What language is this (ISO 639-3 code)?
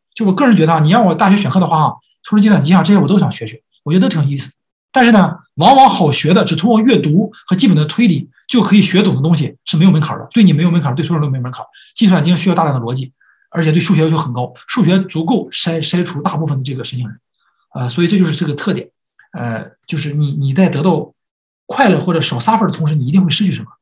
zho